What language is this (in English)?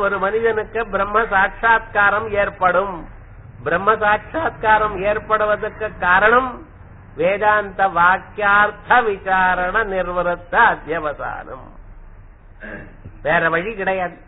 Tamil